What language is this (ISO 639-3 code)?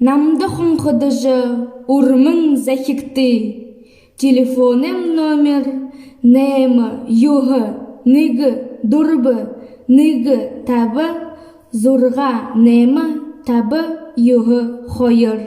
bua